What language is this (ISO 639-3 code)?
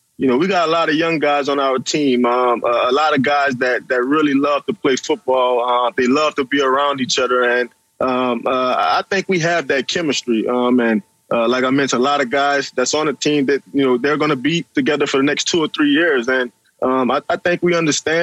eng